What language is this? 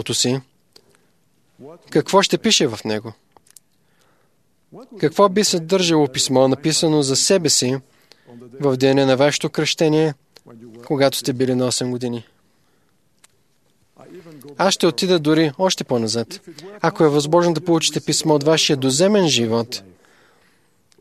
Bulgarian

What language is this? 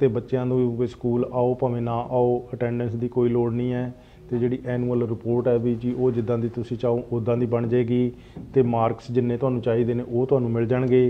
Punjabi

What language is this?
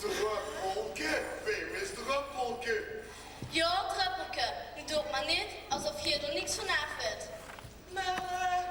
Limburgish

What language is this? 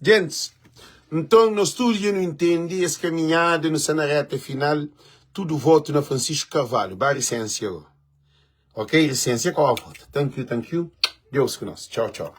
Kabuverdianu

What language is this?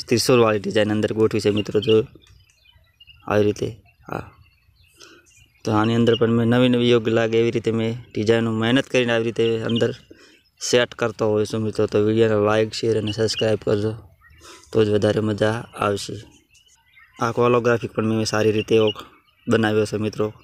Gujarati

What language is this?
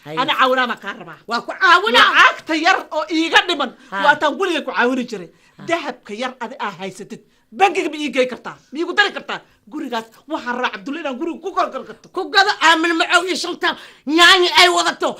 Somali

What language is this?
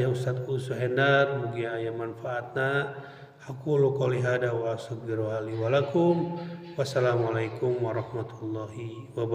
Sundanese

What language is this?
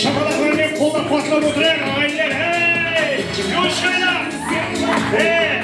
Kara-Kalpak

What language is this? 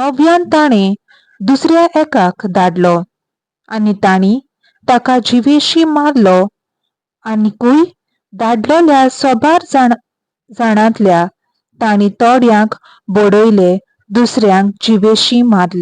Konkani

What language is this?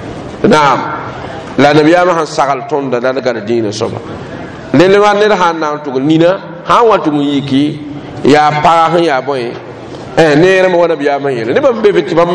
Mossi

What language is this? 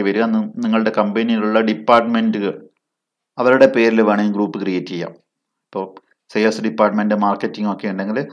Malayalam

